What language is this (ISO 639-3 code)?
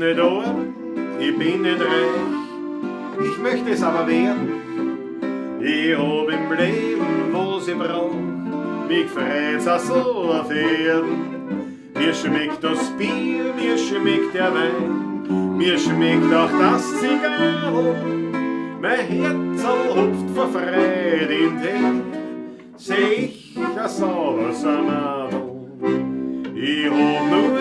bar